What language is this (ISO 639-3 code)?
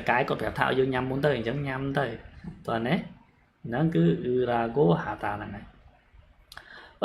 khm